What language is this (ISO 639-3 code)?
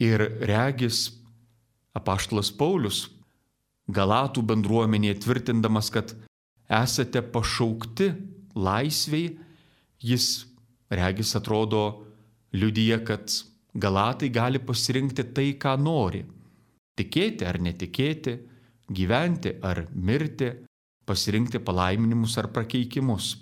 lit